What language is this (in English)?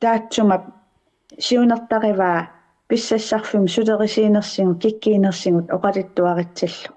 Kalaallisut